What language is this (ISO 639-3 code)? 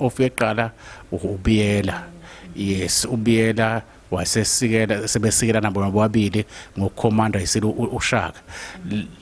zul